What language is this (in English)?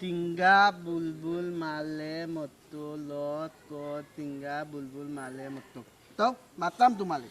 Sylheti